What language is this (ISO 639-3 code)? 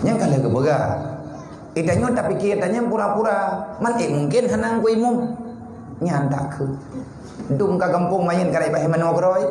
ace